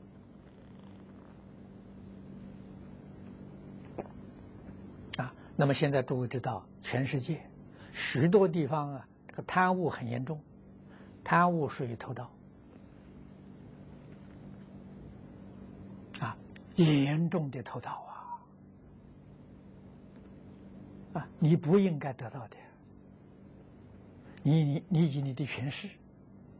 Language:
Chinese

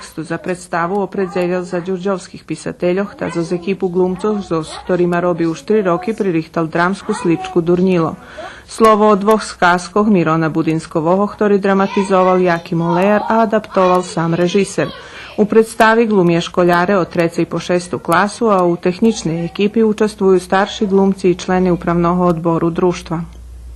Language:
Rusyn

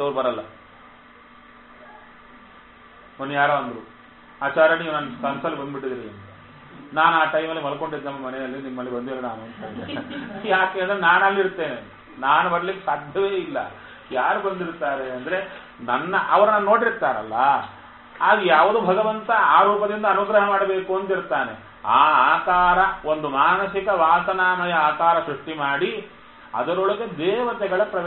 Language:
Kannada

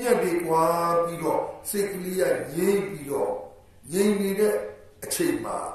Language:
Burmese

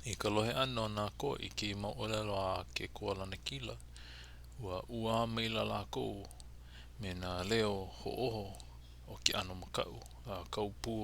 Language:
Hawaiian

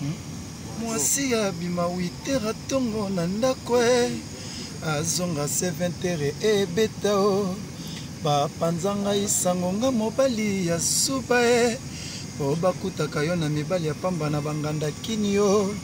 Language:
Lingala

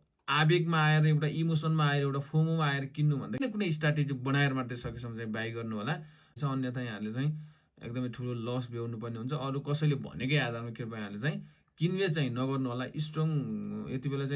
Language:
Nepali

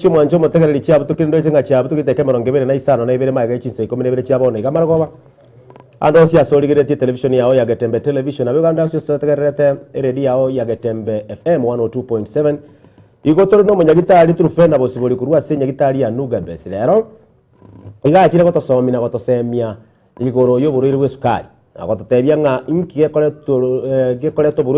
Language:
Gusii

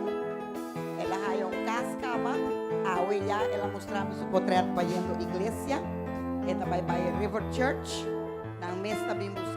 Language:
Papiamento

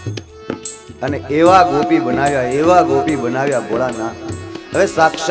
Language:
Gujarati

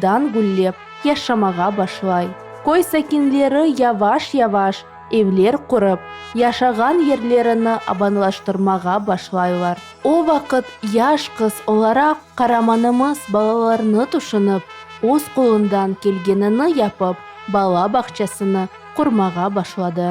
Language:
Crimean Tatar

